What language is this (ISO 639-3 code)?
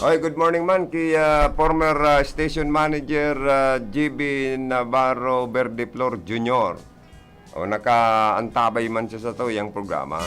bik